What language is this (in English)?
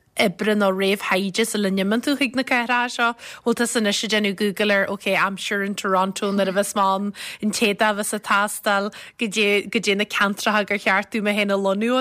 Irish